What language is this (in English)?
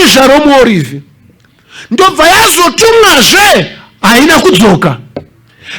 Shona